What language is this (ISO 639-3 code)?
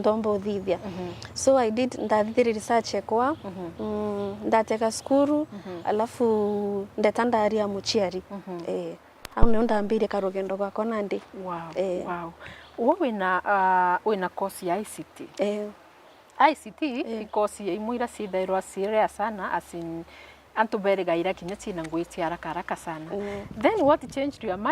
mer